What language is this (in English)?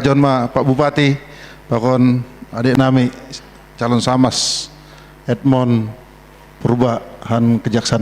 Batak Simalungun